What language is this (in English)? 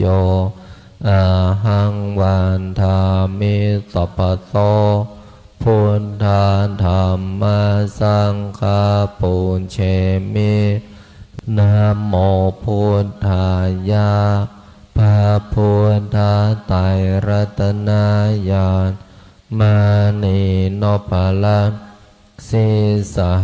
Pali